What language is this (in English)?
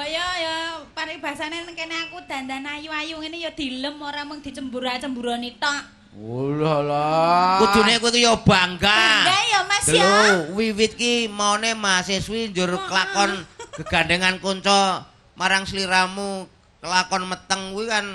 Javanese